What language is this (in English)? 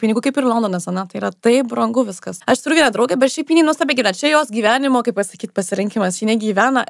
Lithuanian